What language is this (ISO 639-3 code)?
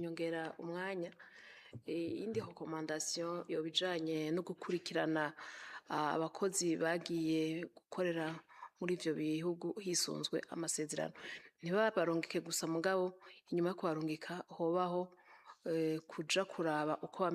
run